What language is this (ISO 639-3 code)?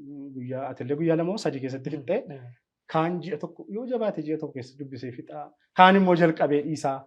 orm